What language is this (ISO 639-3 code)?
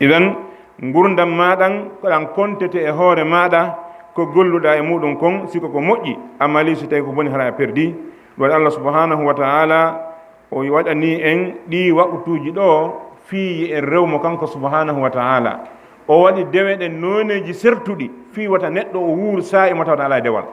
ful